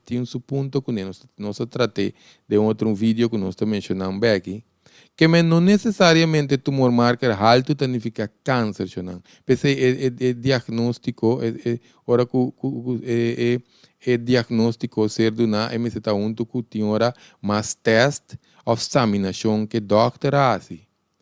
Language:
Papiamento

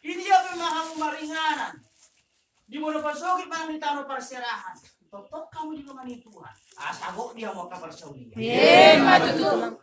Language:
Batak Toba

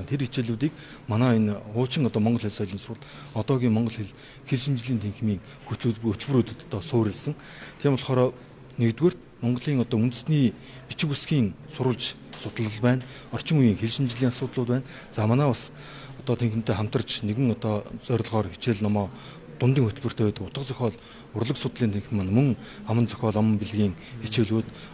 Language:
Mongolian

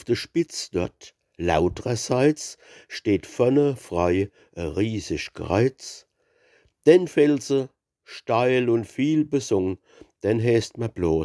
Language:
Palatine German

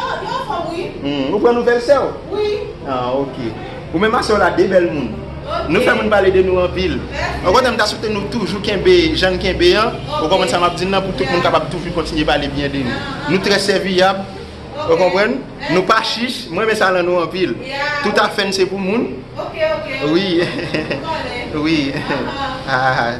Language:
Haitian Creole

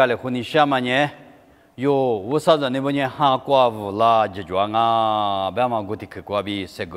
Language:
Lisu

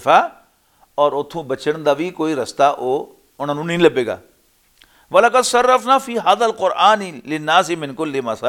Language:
Western Panjabi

